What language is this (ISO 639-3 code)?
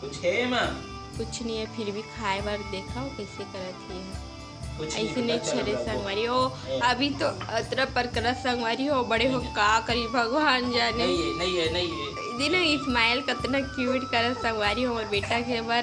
hne